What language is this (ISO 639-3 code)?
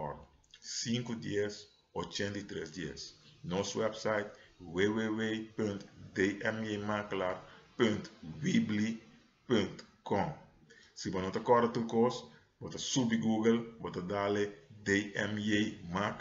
pap